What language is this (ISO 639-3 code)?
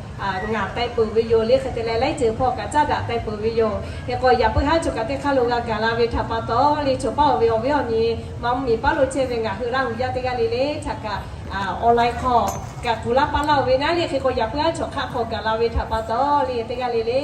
lhu